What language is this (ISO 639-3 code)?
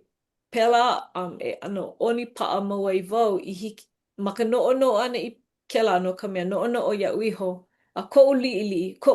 haw